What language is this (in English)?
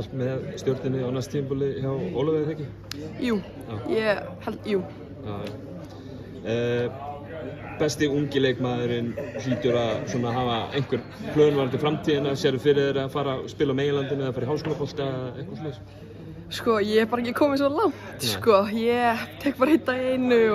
Icelandic